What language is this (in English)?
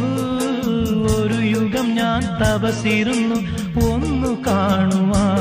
Malayalam